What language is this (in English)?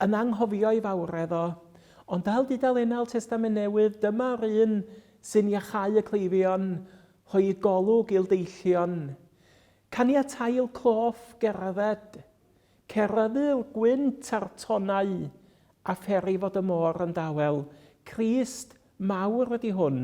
Welsh